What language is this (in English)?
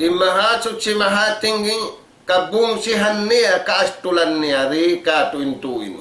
Tausug